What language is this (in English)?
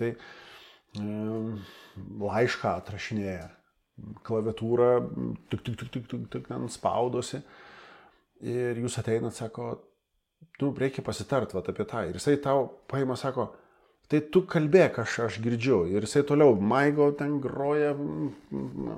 Lithuanian